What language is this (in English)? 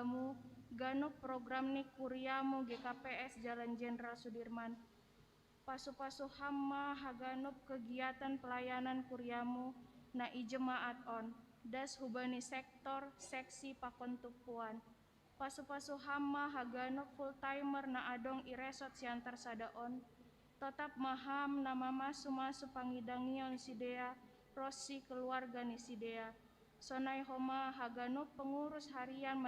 Batak Simalungun